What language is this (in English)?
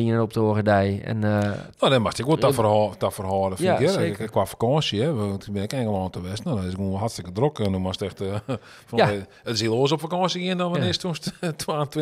Western Frisian